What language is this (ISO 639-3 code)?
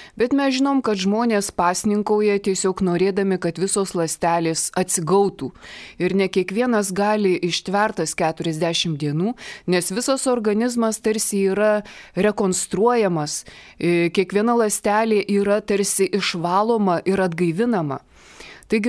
lit